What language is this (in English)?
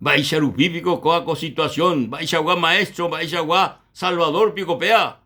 Guarani